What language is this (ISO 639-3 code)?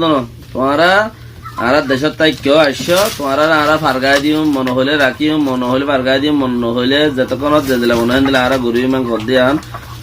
rhg